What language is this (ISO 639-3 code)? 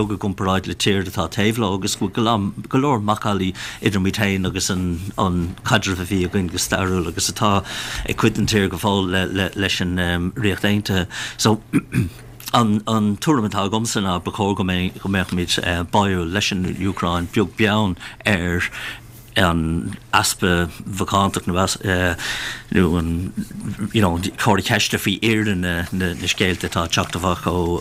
gle